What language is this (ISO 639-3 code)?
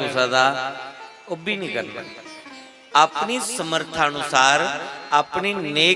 doi